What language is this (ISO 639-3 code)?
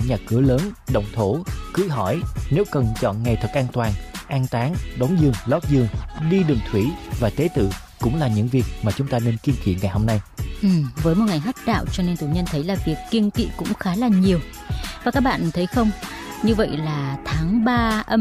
vie